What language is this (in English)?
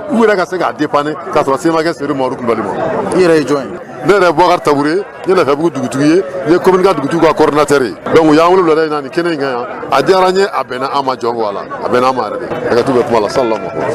Bambara